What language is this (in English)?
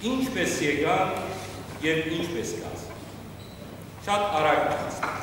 Western Armenian